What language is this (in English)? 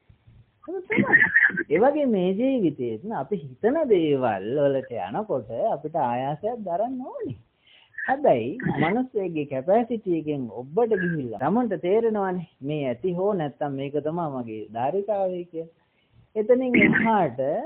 Sinhala